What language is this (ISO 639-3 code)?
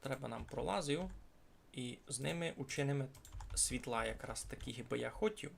rue